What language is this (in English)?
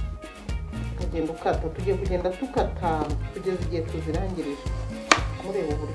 Kinyarwanda